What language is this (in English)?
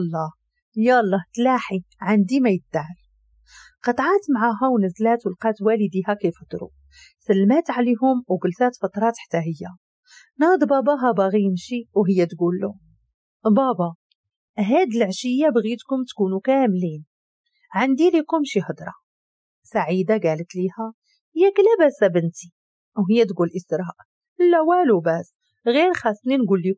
Moroccan Arabic